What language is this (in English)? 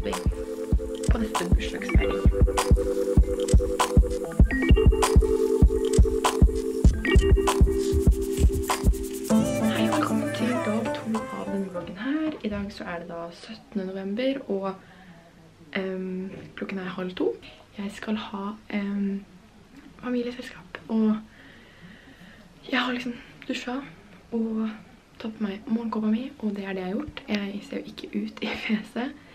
Norwegian